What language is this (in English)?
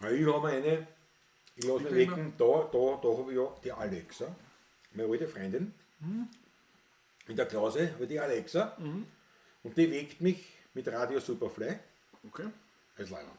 Bavarian